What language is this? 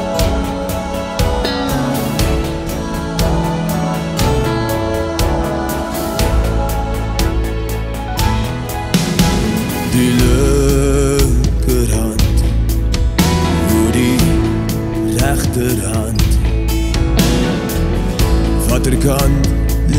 Afrikaans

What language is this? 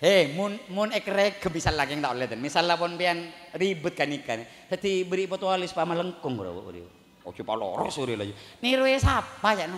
Madurese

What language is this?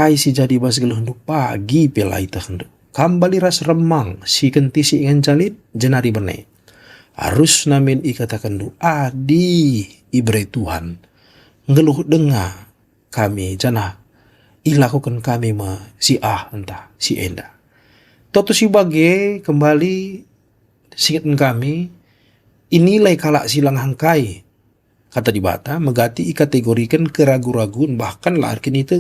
Batak Karo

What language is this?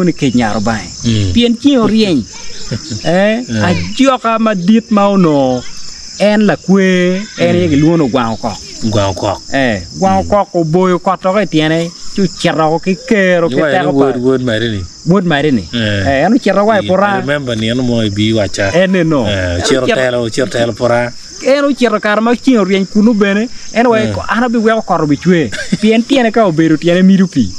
Acoli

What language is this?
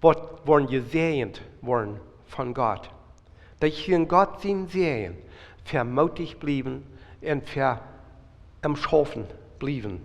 Plautdietsch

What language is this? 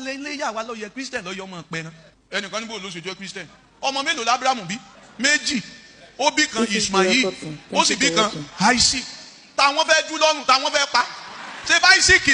Yoruba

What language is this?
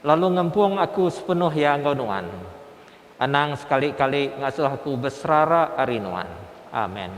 Iban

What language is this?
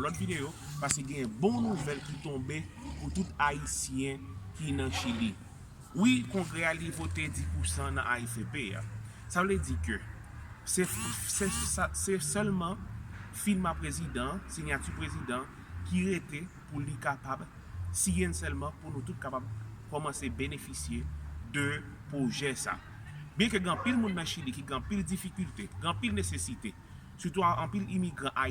Haitian Creole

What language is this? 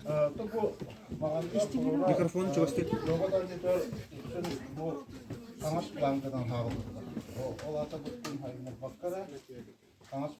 Yakut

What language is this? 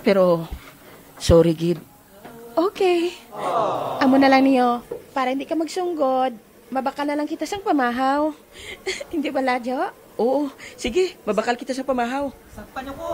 Hiligaynon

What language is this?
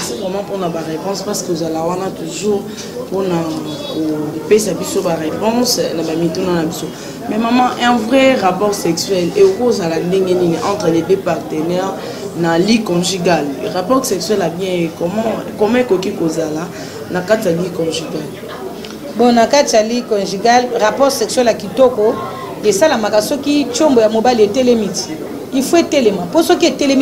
Lingala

